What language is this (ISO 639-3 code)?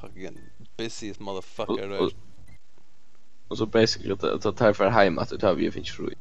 fao